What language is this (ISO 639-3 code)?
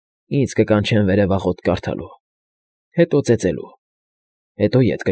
hye